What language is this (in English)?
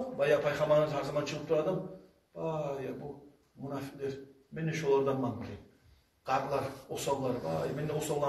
Kumyk